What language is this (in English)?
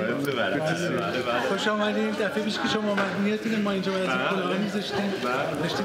Persian